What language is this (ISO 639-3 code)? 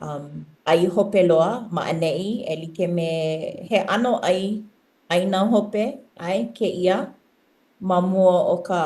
haw